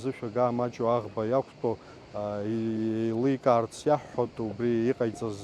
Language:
Abkhazian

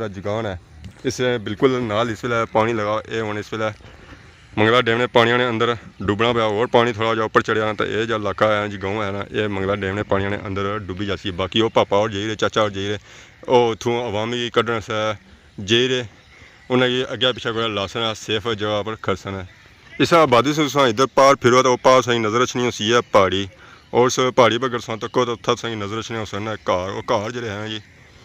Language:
Pahari-Potwari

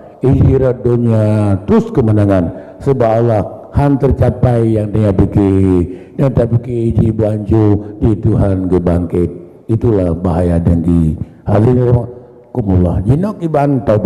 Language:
Achinese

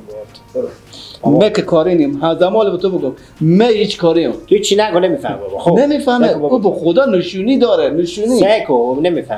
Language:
Persian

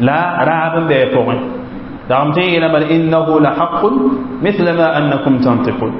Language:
Mossi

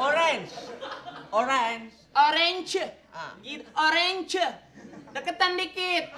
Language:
Betawi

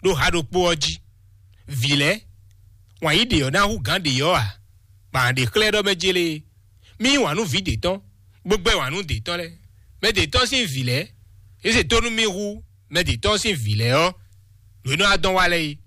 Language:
Fon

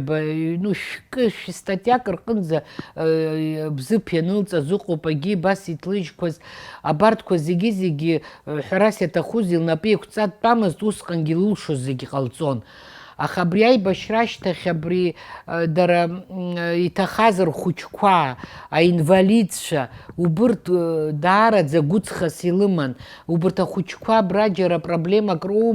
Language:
Abkhazian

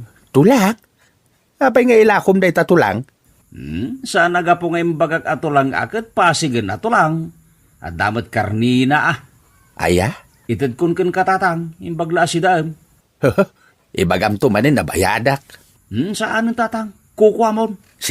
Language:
Iloko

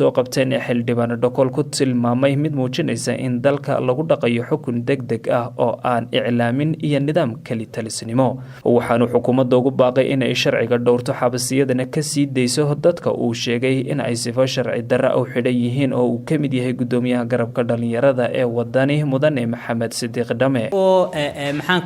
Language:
Somali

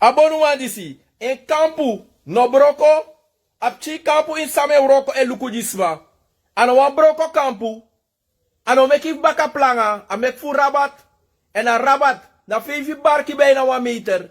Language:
Sranan Tongo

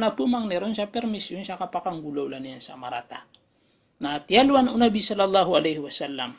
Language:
Maranao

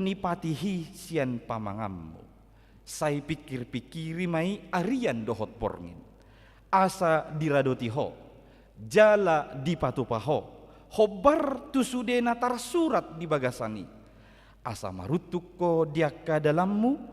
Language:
Batak Toba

